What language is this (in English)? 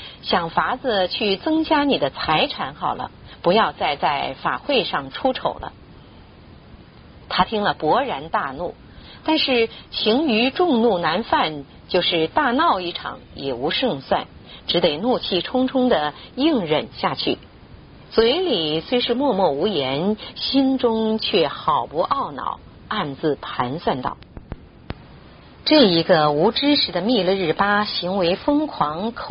Chinese